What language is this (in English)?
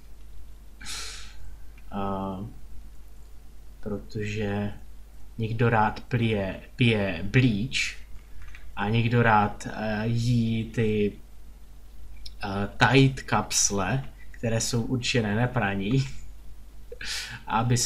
Czech